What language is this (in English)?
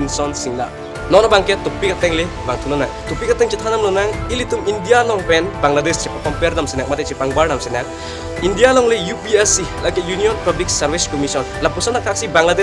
Karbi